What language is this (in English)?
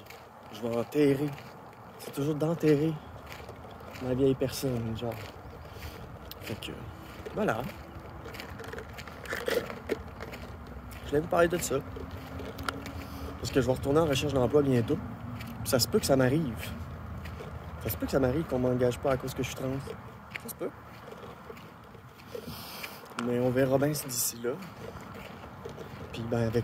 French